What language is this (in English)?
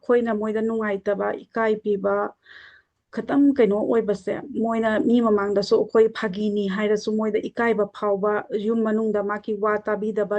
Manipuri